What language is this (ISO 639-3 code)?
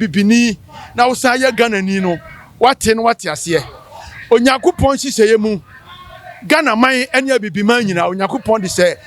aka